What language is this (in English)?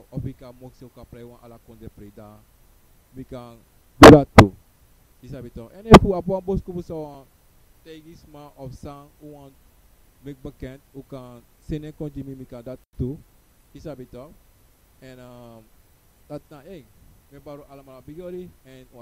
Sranan Tongo